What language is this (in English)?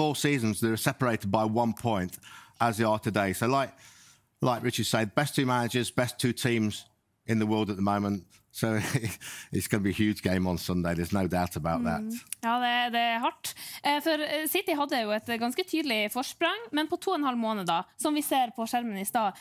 Norwegian